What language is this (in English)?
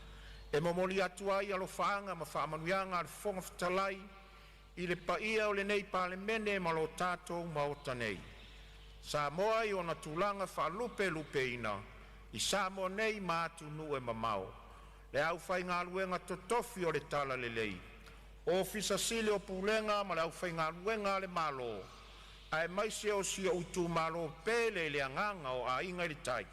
Samoan